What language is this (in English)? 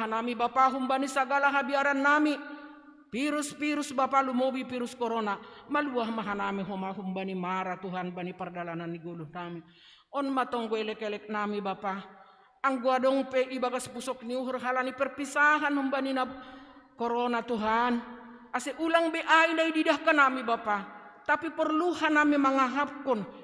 Batak Simalungun